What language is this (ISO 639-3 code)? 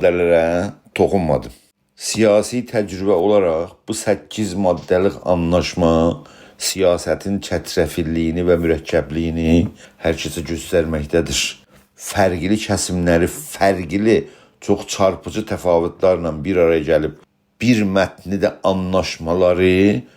azb